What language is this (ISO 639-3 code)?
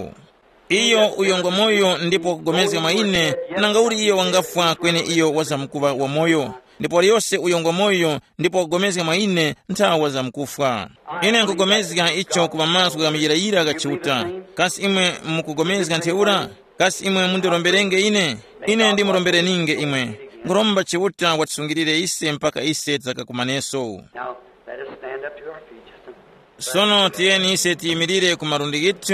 tum